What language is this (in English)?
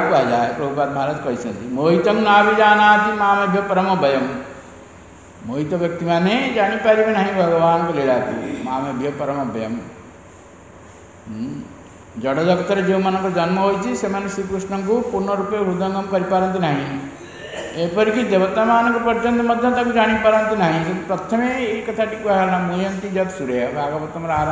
Odia